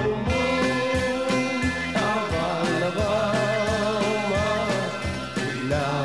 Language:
Bulgarian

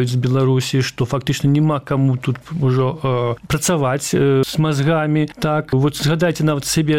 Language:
Belarusian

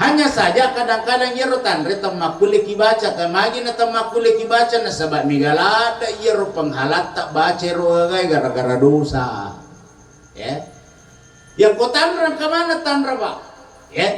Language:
Buginese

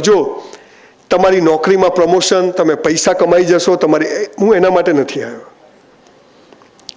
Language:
Gujarati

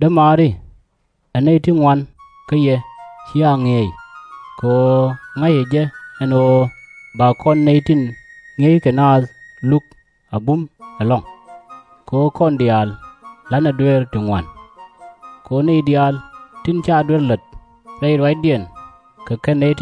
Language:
Nuer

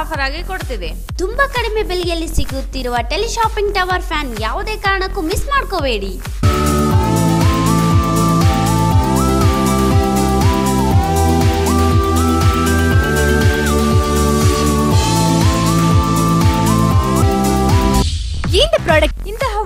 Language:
Kannada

